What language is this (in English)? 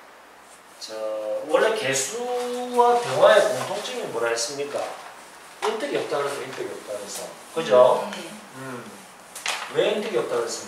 Korean